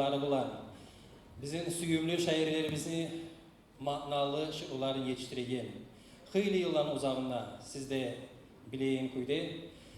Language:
Kumyk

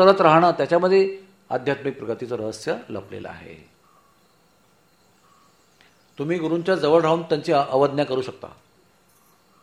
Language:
Marathi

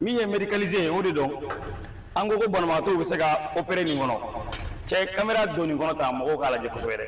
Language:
Bambara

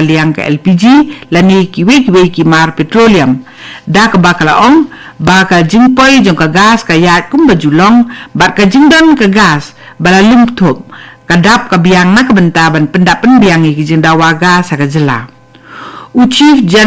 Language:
Khasi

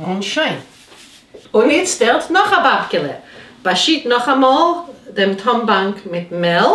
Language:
Yiddish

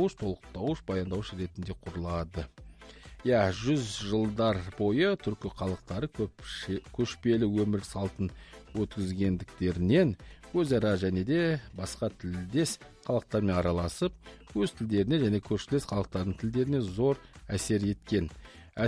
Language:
Kazakh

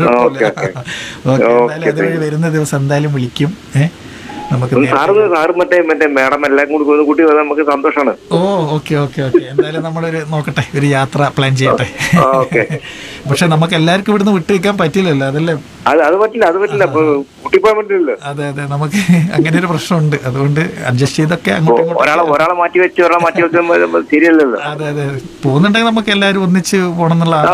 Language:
Malayalam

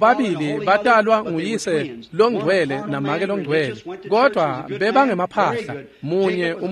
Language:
Swati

